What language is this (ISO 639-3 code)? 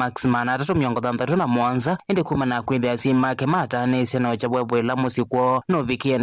kam